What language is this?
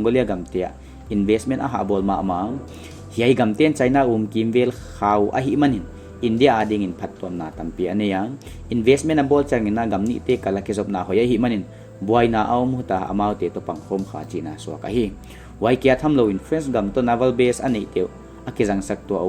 Paite Chin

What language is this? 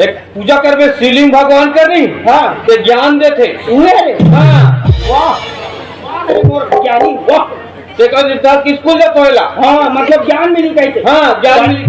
Chhattisgarhi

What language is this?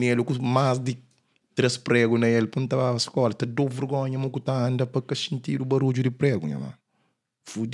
Kabuverdianu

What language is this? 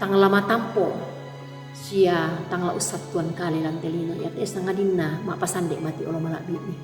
Toraja-Sa'dan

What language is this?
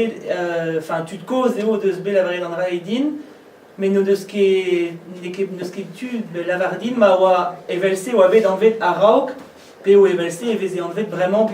Breton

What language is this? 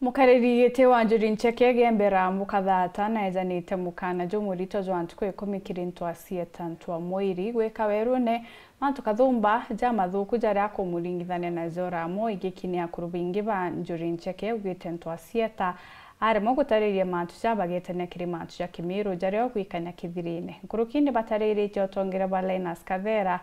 Meru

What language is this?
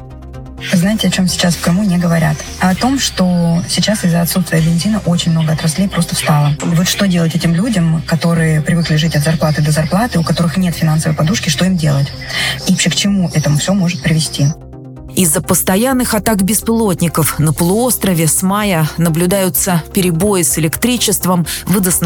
Russian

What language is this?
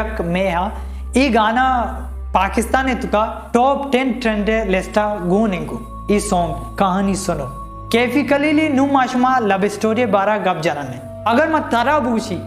Baluchi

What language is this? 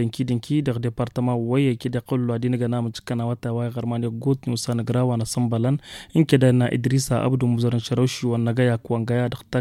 Tamasheq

